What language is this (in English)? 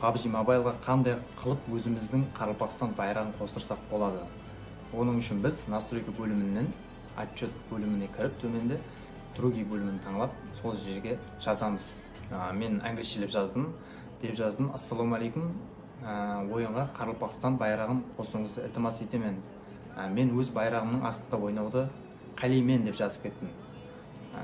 Kara-Kalpak